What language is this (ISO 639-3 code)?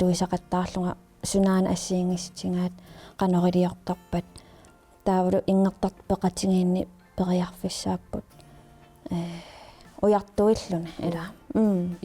kal